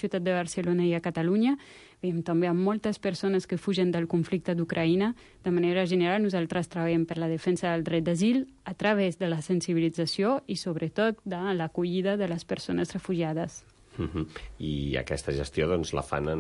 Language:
Catalan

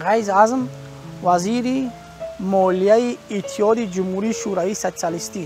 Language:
Tajik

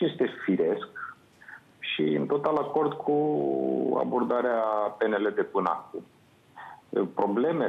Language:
Romanian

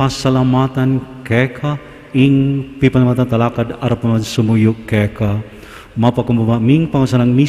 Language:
Pampanga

